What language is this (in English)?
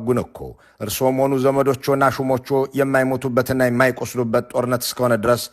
Amharic